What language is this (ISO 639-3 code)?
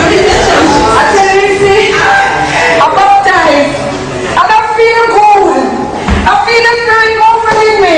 jam